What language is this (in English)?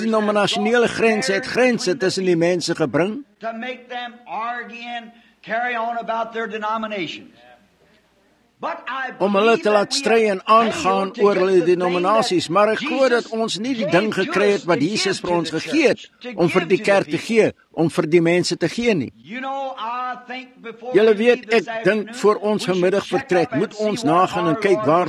Afrikaans